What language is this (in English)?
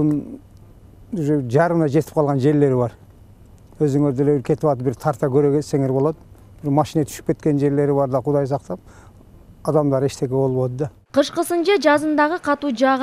Kyrgyz